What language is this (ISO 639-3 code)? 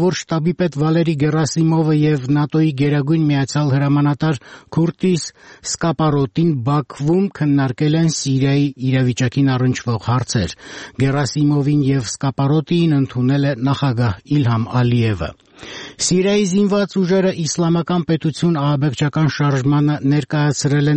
hye